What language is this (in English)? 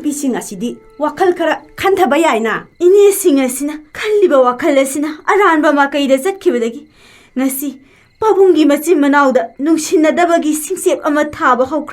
Manipuri